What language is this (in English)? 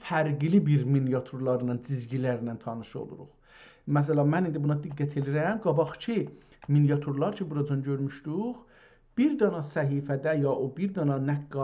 South Azerbaijani